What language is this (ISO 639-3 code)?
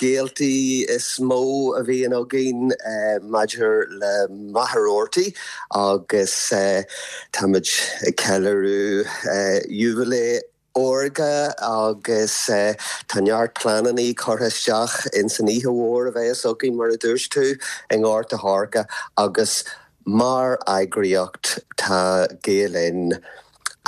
gle